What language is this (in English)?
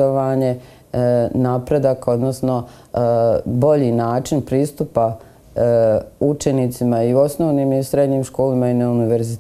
Bosnian